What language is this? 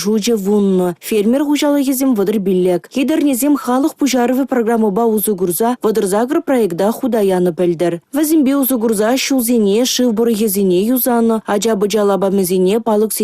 Chuvash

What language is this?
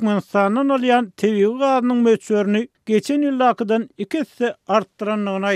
Turkmen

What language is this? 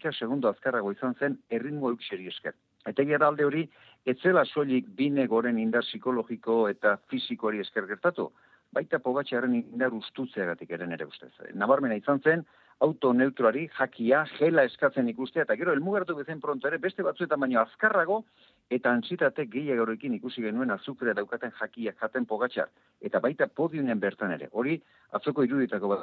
Basque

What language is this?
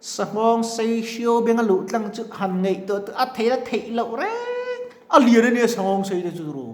Mizo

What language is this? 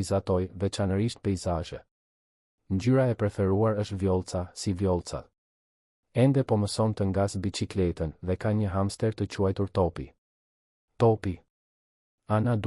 Albanian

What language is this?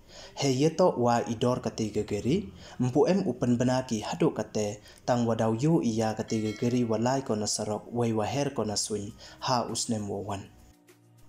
Pnar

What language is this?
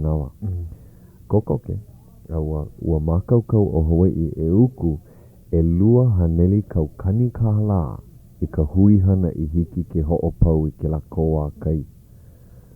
Hawaiian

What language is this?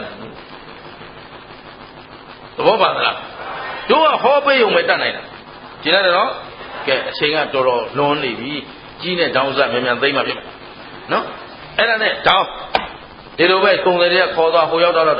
Burmese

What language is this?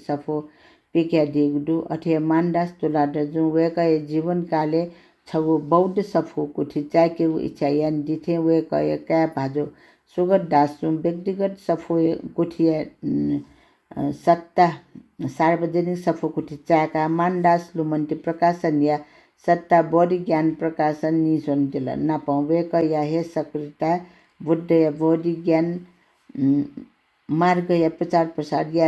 Newari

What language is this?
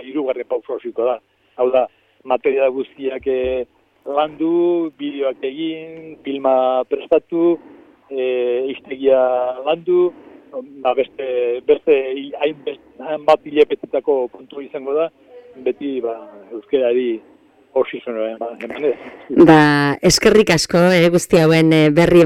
Basque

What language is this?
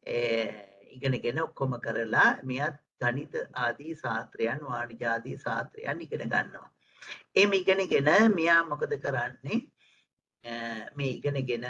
Sinhala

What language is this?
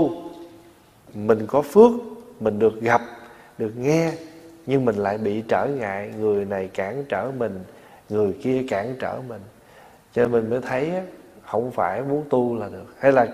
Vietnamese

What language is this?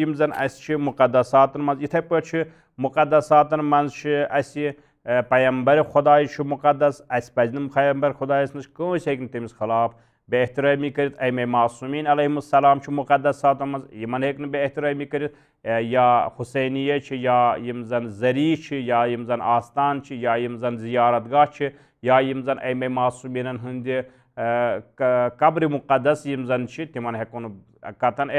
Kashmiri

